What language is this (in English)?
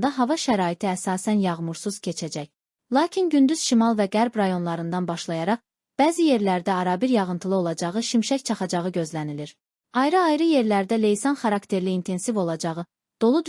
Azerbaijani